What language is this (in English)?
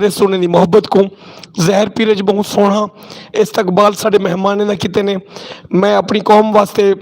Western Panjabi